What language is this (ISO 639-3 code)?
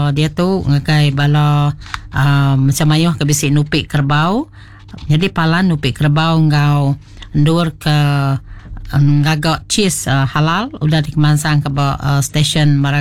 iba